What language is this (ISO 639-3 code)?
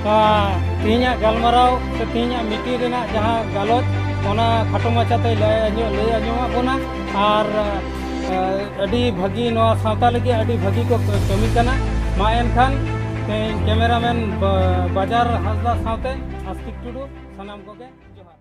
sat